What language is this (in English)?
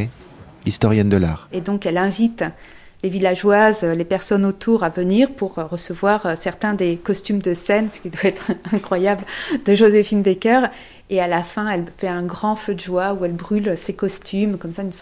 French